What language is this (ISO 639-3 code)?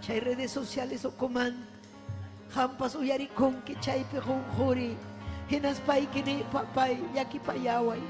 quy